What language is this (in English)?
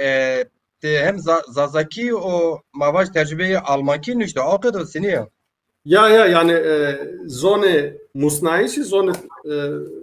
Zaza